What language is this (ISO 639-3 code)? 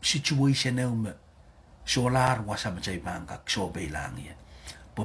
pon